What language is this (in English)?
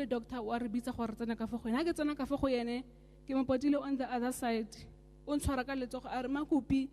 Tswana